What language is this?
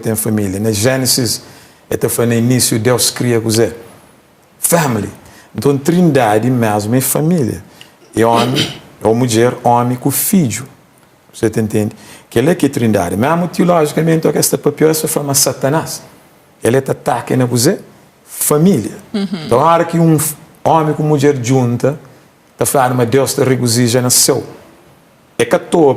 Kabuverdianu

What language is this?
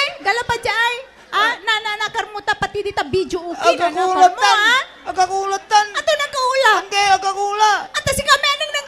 Pangasinan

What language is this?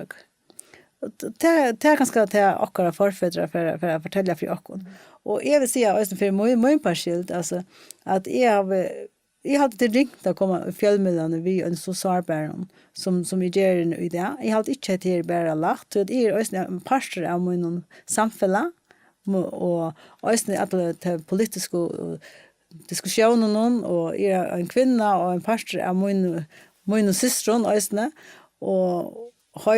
Faroese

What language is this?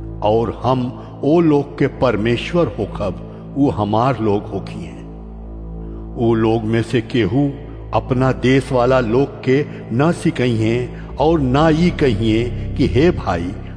Bhojpuri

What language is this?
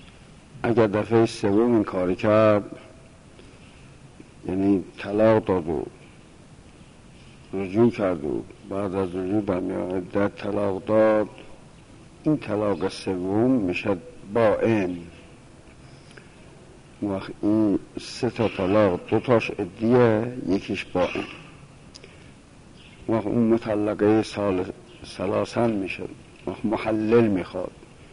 Persian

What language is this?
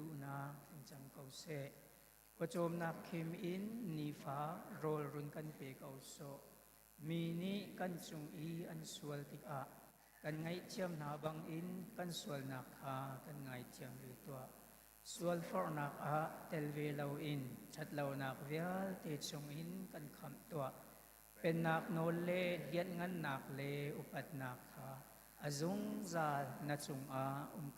Hakha Chin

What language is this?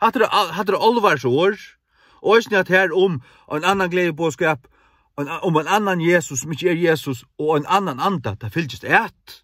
Faroese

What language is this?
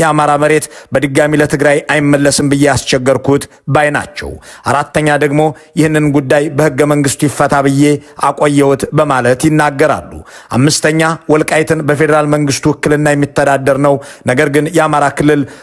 Amharic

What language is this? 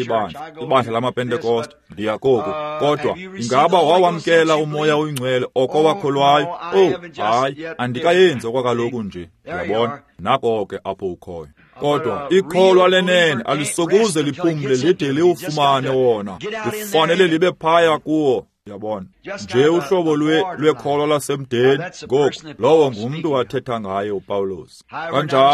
Xhosa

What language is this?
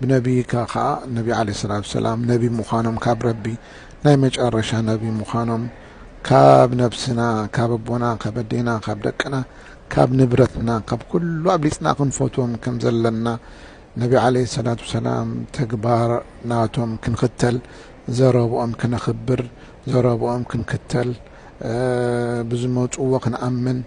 Tigrinya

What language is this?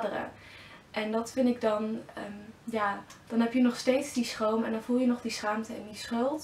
Dutch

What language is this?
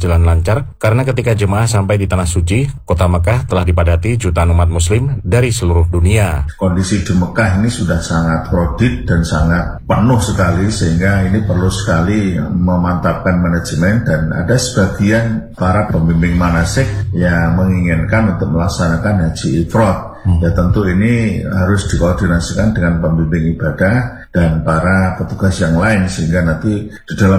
Indonesian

